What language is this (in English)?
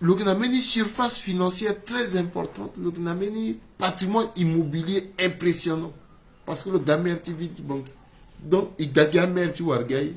Sango